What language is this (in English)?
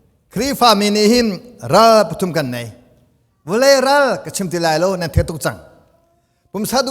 Hakha Chin